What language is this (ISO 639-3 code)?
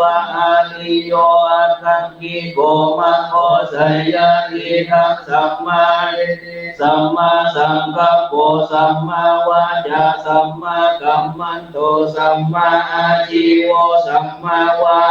pli